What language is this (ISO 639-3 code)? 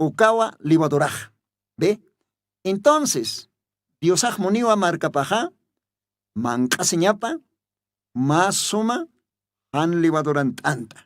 aym